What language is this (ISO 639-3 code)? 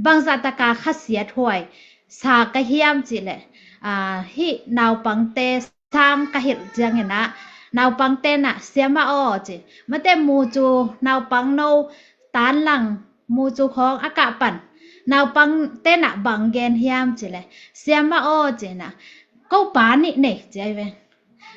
ctd